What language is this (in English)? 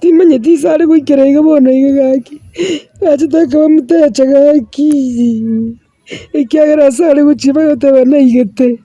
Gusii